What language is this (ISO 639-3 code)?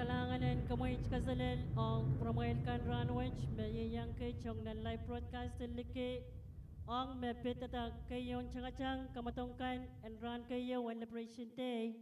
pon